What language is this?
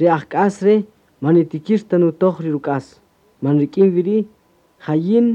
Kaqchikel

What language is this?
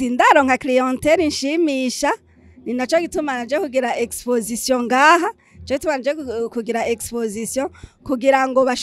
Rundi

